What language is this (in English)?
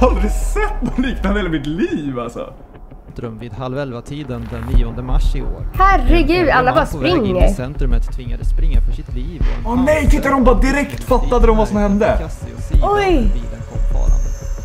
Swedish